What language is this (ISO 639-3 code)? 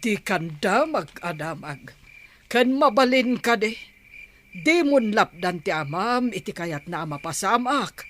ilo